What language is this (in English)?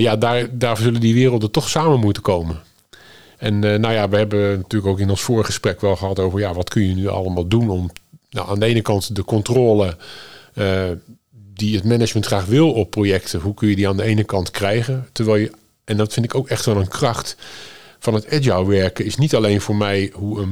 Dutch